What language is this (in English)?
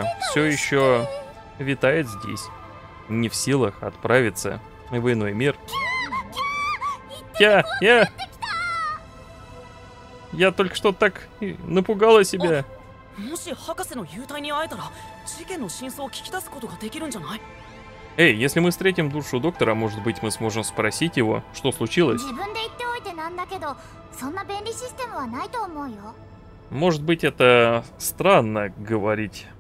Russian